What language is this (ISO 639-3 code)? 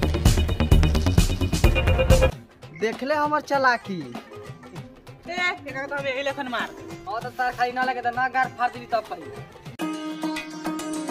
bho